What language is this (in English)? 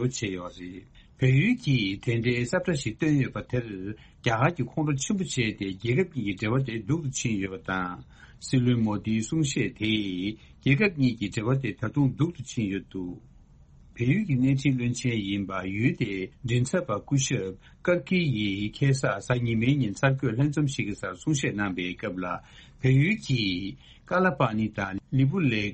Tibetan